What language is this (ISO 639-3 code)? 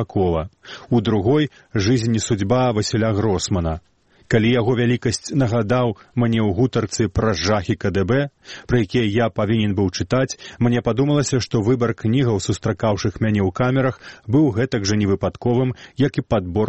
bel